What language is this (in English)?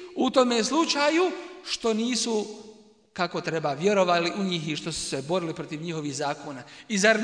Bosnian